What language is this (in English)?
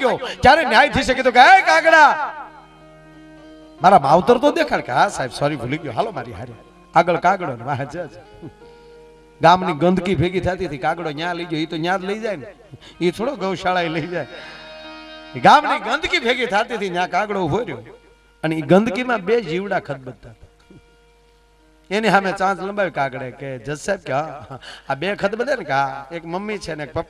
Gujarati